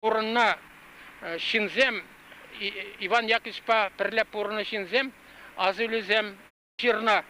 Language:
Chuvash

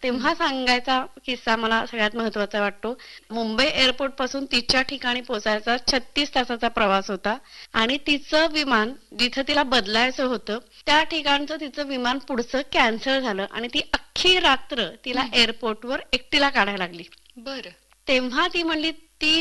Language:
Marathi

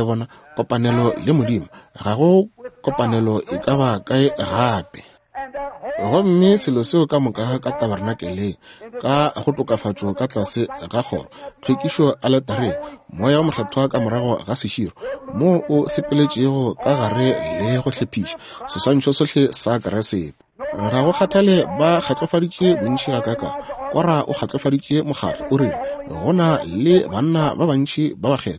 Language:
Northern Sotho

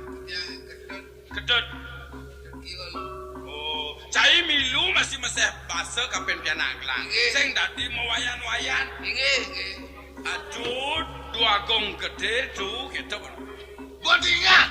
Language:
Balinese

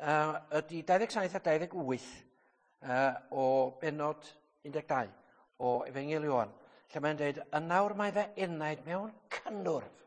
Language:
Welsh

